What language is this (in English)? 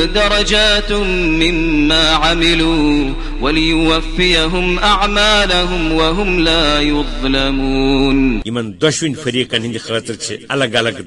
Kashmiri